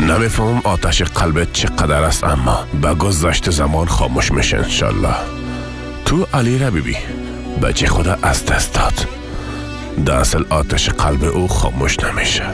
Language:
Persian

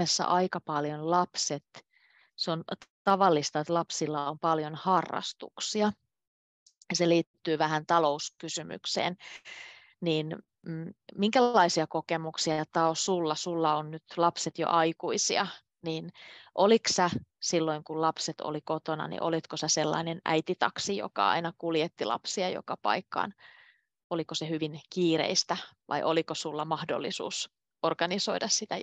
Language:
Finnish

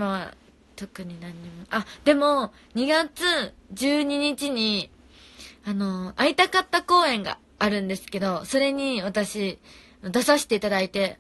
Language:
Japanese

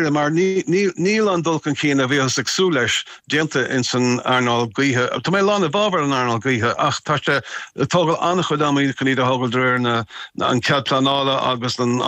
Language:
Irish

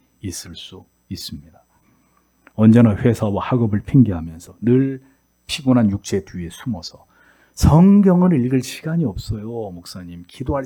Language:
Korean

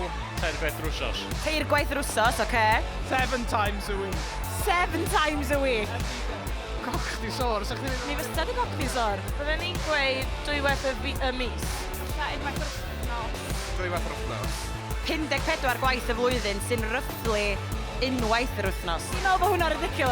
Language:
Welsh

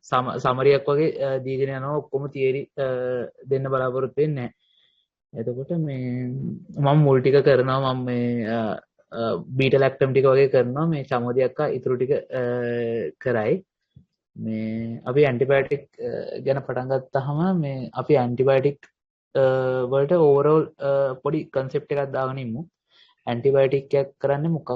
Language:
Sinhala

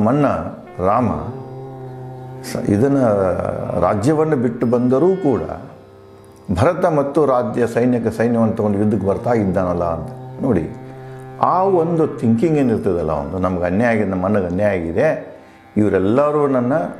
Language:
Kannada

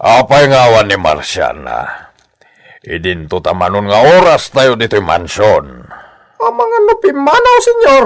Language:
Iloko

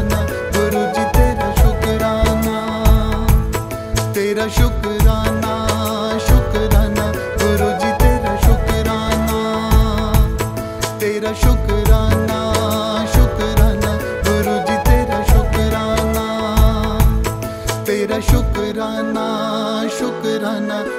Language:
Hindi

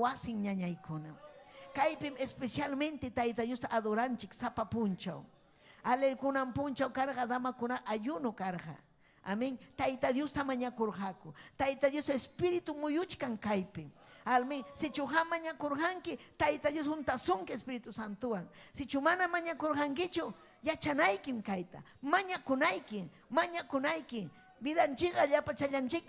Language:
Ayacucho Quechua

